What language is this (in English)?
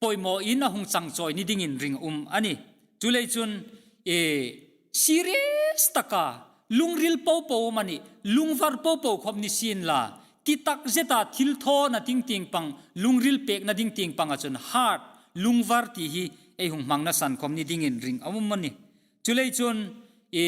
Hmar